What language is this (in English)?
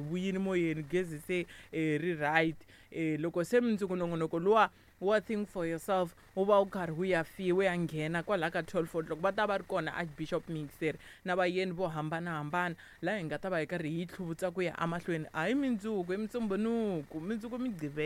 Tsonga